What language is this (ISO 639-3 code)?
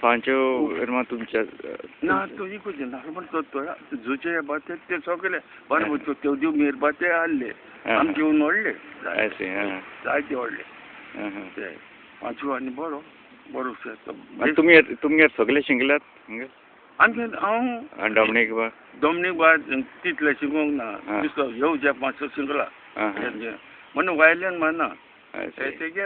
kok